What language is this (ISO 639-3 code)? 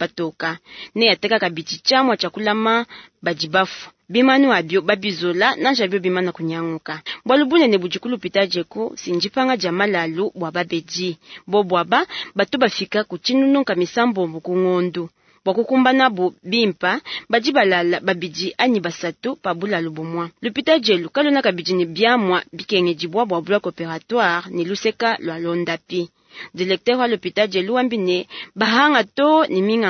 lua